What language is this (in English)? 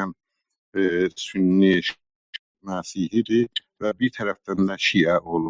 South Azerbaijani